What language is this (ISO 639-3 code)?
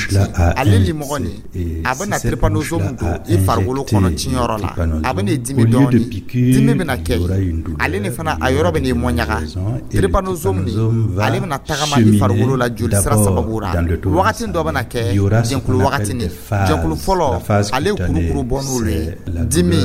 dyu